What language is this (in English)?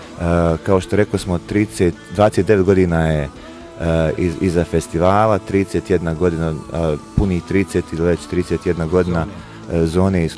Bosnian